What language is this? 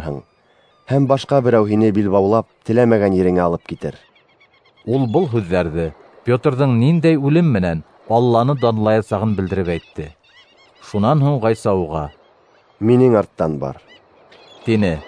Bashkir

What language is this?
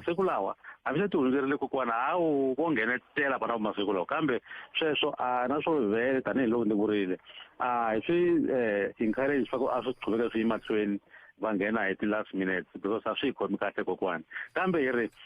Tsonga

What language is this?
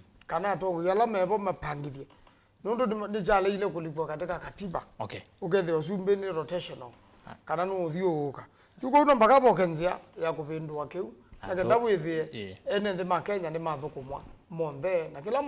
Kamba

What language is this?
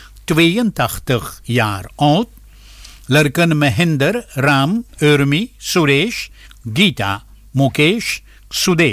Bhojpuri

